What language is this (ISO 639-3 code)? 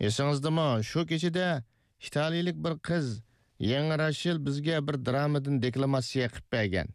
uig